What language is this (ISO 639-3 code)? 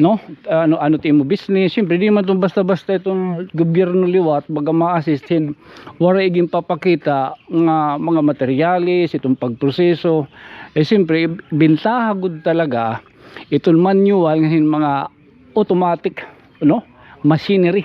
war